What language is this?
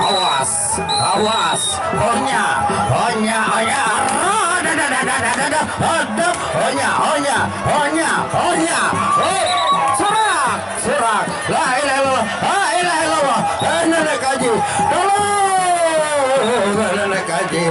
Sasak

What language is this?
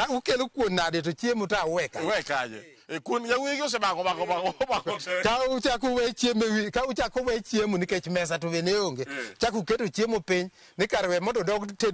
Luo (Kenya and Tanzania)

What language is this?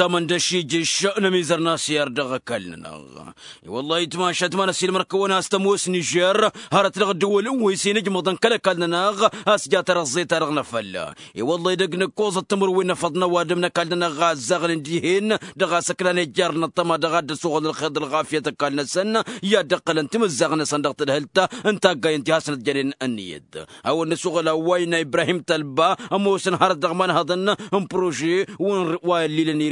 Tamasheq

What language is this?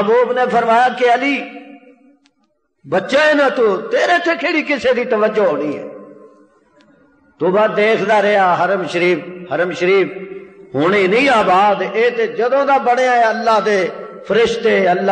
Western Panjabi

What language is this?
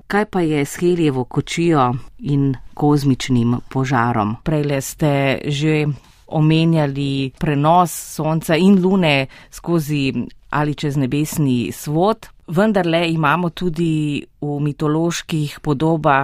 Slovenian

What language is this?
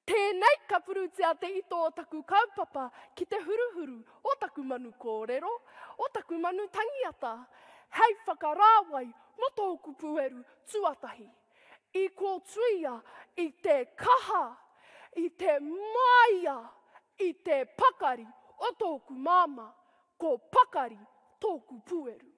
Māori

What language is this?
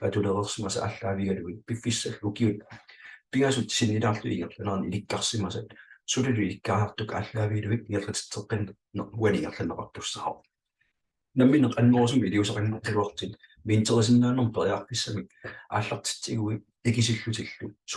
Kalaallisut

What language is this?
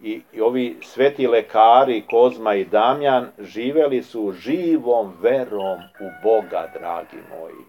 Serbian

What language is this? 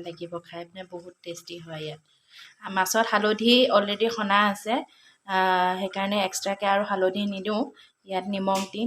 Assamese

